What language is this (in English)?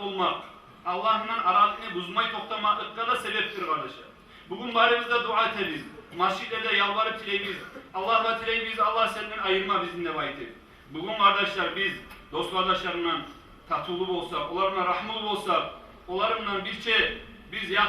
Kumyk